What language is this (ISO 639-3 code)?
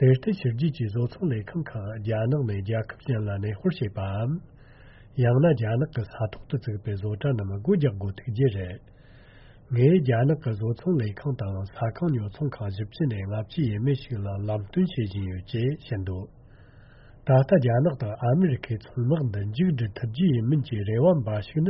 bod